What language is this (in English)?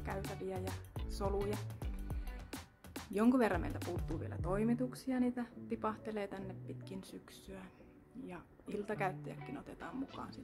Finnish